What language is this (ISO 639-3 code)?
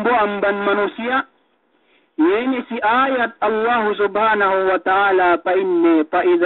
yka